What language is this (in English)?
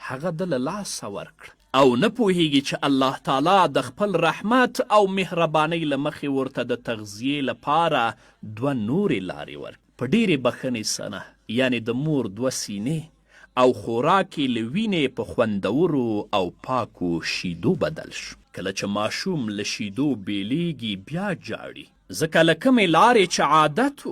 Pashto